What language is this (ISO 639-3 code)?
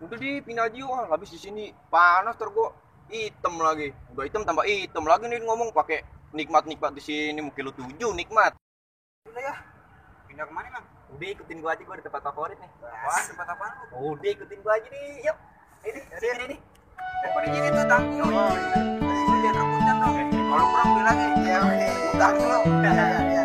bew